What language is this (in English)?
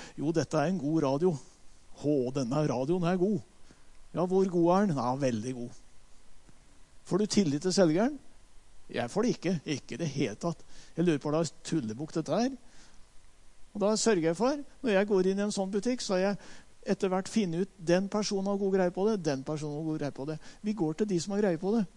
Norwegian